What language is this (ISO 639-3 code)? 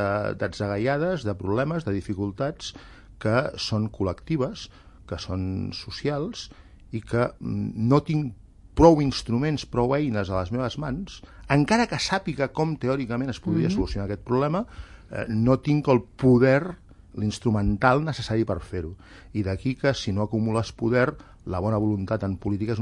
cat